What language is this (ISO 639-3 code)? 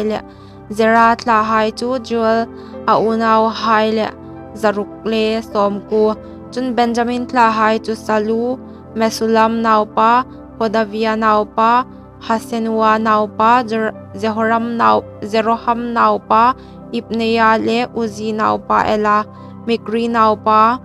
hmr